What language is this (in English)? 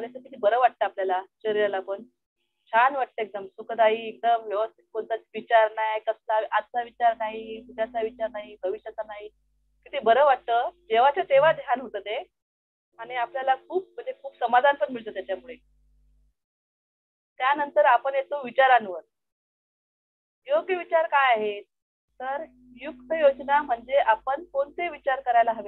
Marathi